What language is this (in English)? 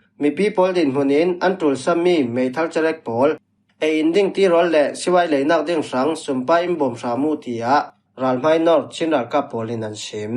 Falam Chin